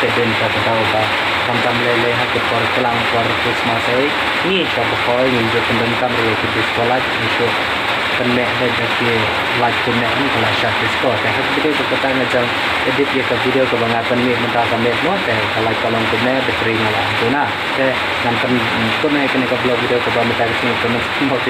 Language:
Khasi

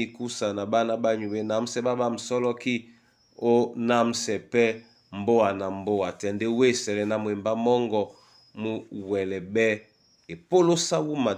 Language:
Duala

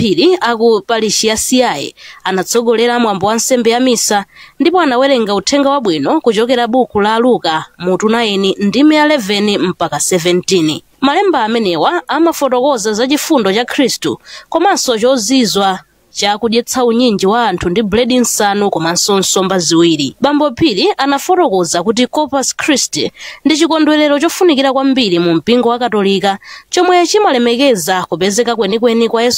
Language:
Nyanja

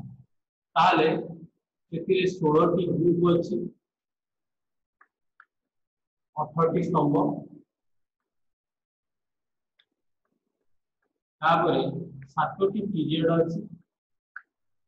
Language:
Odia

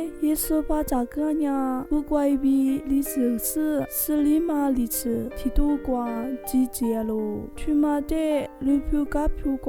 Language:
Lisu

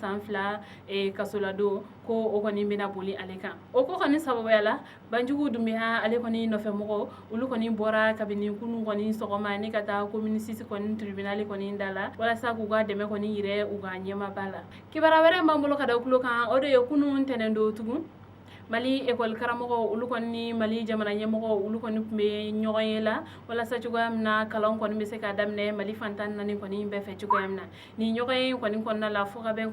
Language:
Bambara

